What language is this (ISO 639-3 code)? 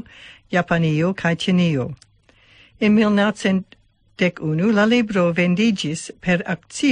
epo